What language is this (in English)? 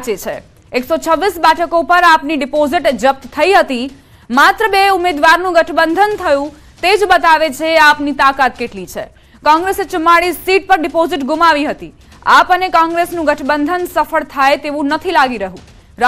Gujarati